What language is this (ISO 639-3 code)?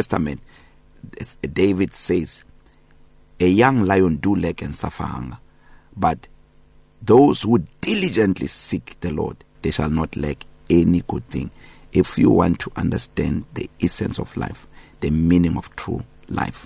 eng